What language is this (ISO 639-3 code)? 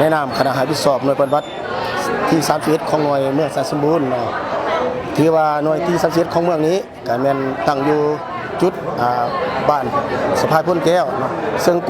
lao